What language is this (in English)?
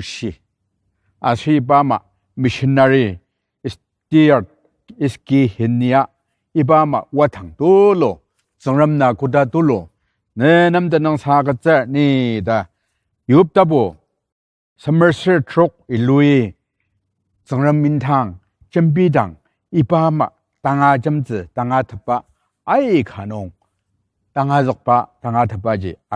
Ao Naga